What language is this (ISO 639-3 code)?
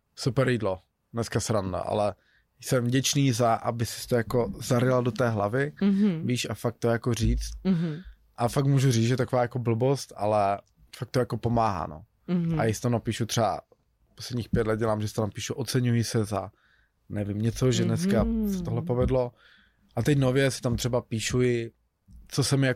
ces